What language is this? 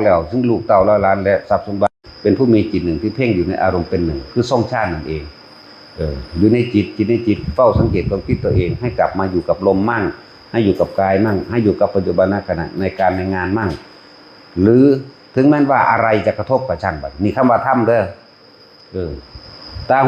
Northeastern Thai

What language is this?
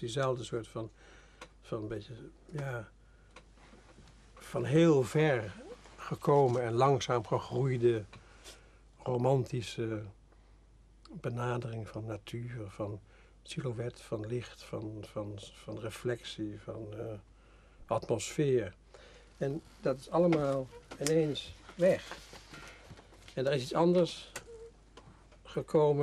Dutch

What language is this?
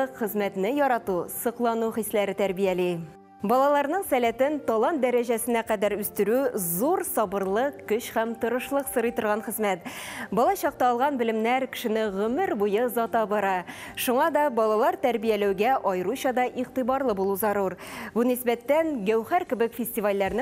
Tatar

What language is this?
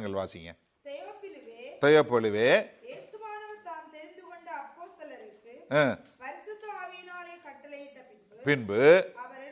Tamil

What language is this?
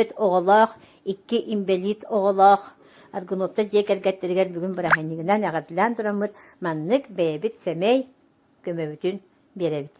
Yakut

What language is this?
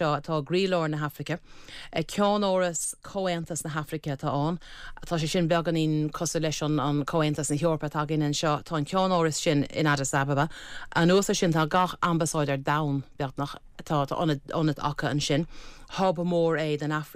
Irish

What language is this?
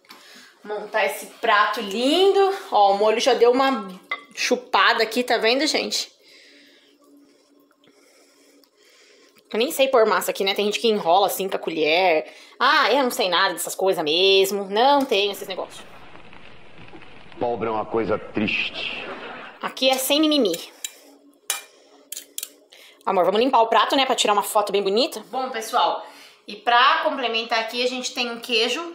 Portuguese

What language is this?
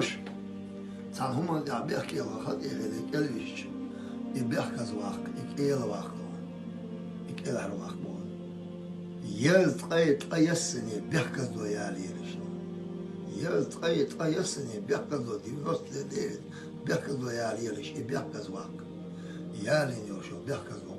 Chechen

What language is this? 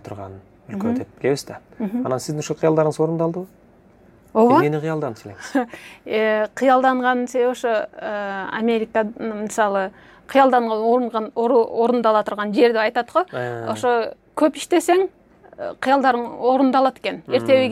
Kyrgyz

